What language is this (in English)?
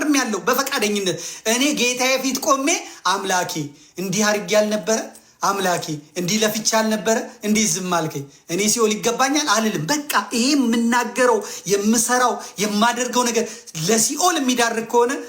Amharic